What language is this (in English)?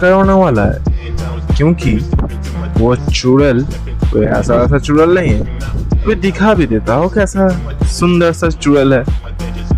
Hindi